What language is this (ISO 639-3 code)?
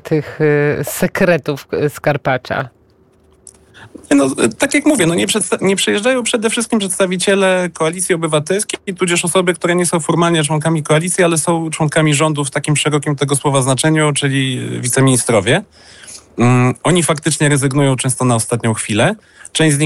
pol